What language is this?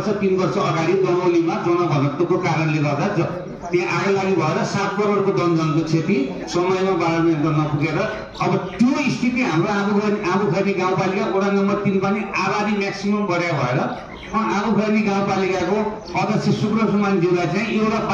Nepali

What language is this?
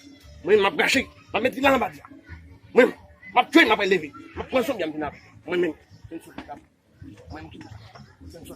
Haitian Creole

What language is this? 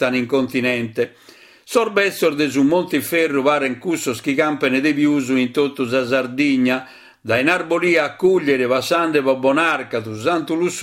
Sardinian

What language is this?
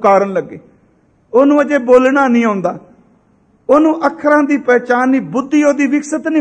Punjabi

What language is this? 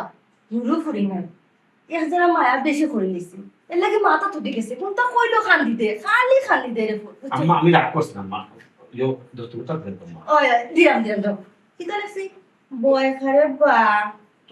Sylheti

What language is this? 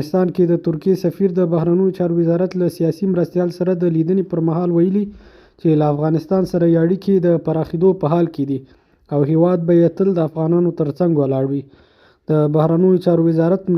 Pashto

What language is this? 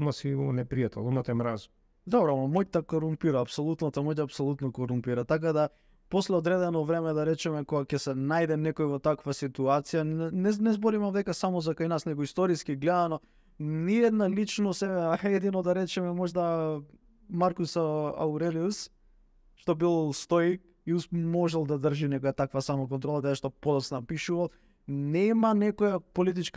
Macedonian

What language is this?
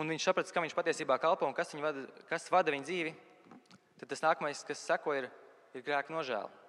Latvian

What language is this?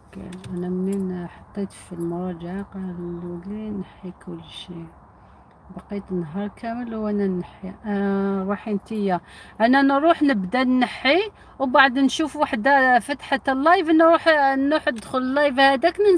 Algerian Arabic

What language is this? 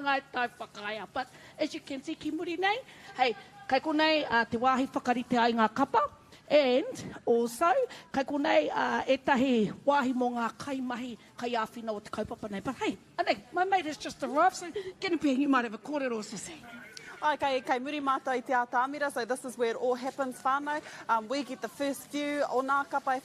Māori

